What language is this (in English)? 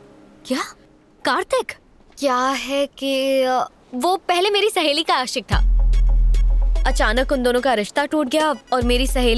Hindi